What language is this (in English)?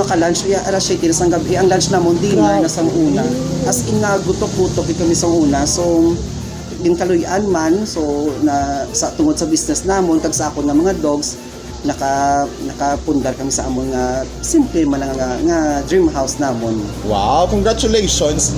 Hiligaynon